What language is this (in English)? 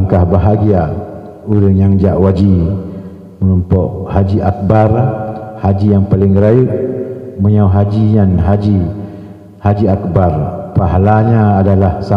Achinese